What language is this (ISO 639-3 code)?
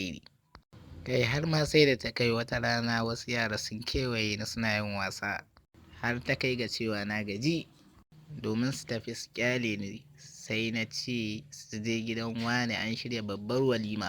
hau